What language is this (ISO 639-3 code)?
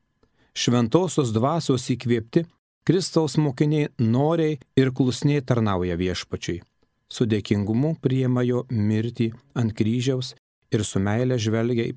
lit